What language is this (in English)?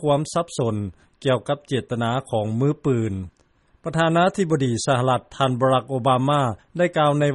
Lao